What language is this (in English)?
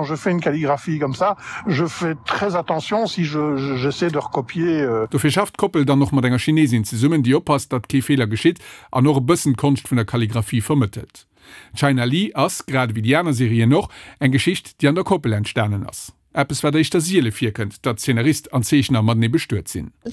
Luxembourgish